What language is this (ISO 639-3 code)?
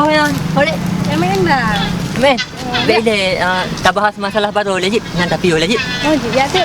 ace